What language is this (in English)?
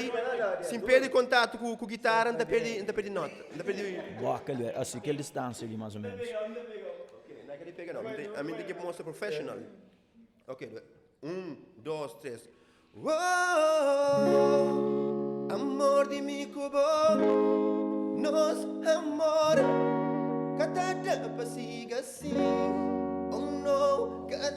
Kabuverdianu